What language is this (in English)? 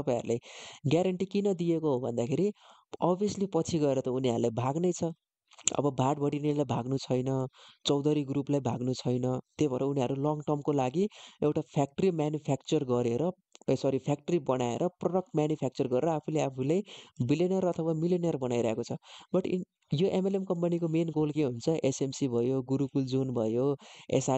Nepali